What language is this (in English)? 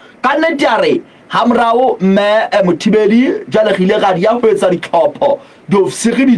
Southern Sotho